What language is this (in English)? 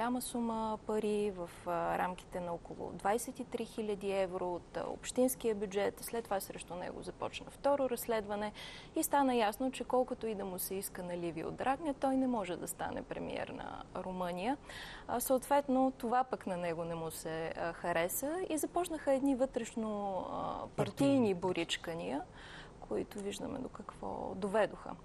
Bulgarian